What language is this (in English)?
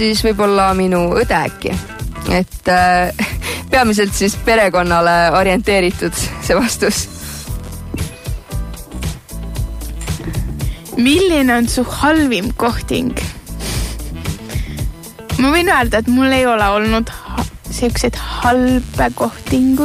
Estonian